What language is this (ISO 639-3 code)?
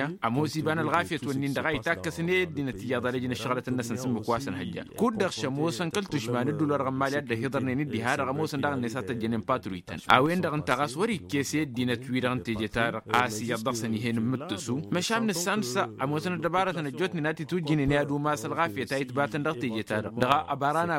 taq